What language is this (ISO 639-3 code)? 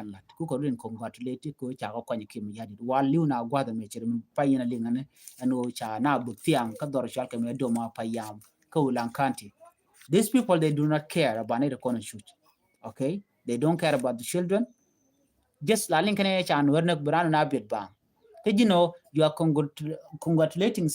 nus